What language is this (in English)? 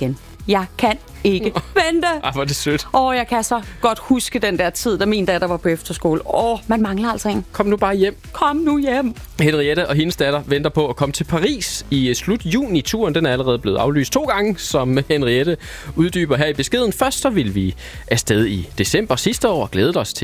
Danish